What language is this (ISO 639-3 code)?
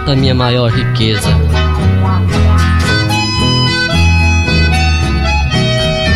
por